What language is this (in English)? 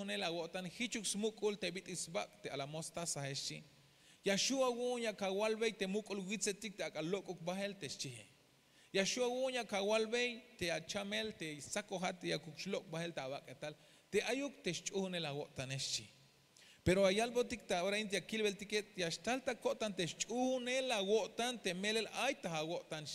Tzeltal